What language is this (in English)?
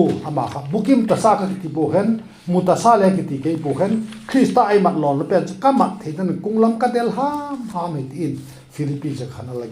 Vaiphei